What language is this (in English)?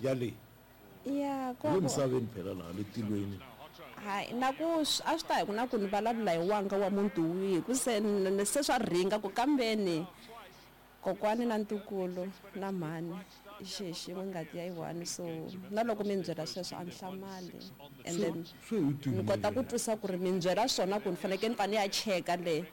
Tsonga